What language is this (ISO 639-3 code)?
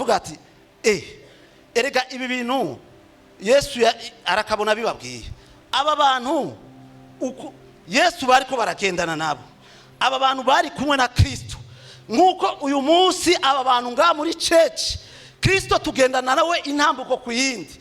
run